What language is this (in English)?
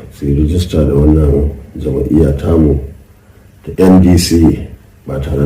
Hausa